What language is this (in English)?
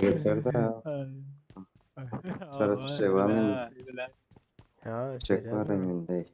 Turkmen